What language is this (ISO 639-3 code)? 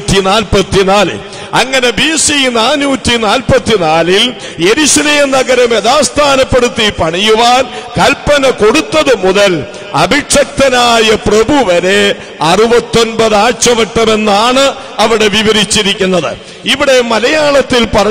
mal